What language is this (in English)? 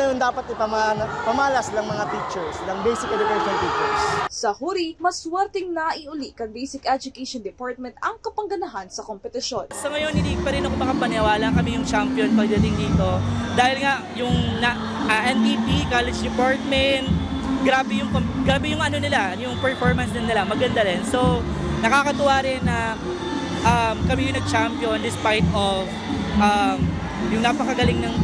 Bikol